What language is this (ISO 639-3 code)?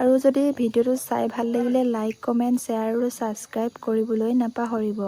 asm